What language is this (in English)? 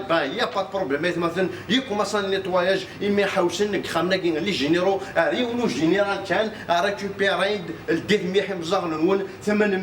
Kabyle